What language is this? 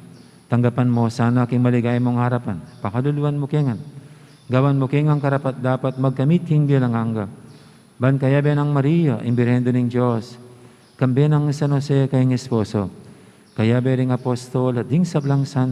Pampanga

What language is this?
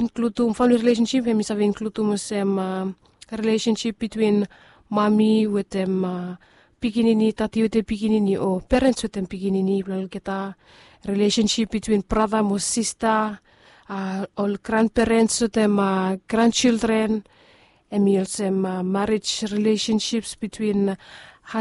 Bislama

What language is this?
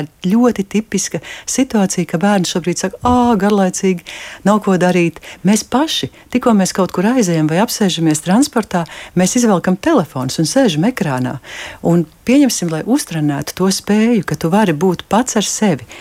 Latvian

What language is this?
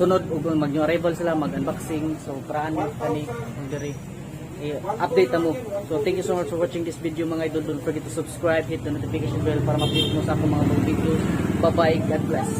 Cebuano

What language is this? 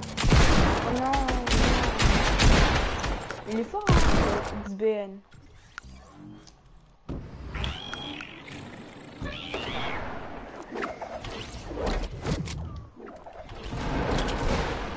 French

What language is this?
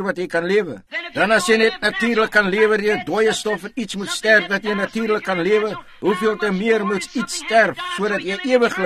Afrikaans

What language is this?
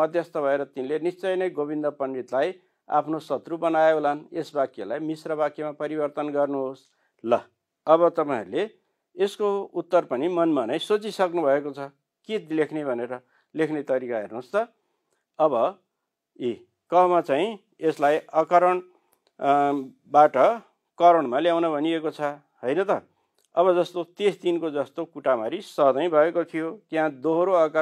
Nepali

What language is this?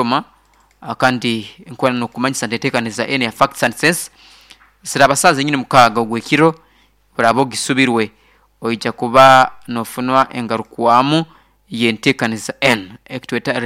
Nyoro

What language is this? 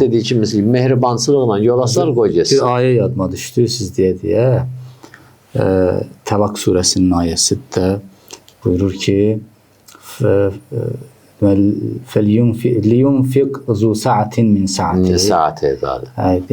Azerbaijani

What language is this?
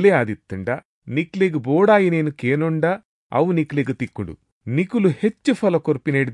Tulu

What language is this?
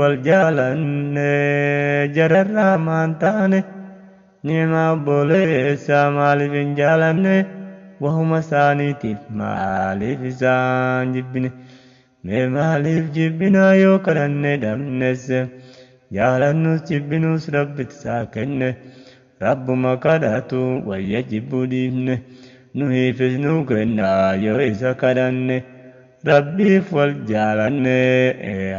Oromo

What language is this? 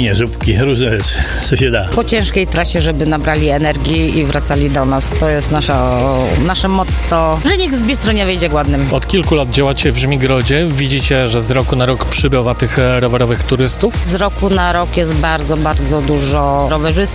Polish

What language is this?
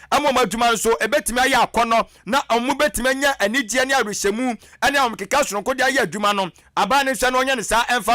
Akan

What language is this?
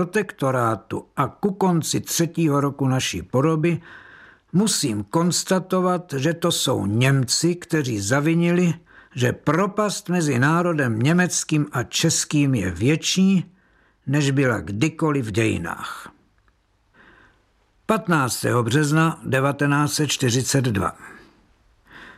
Czech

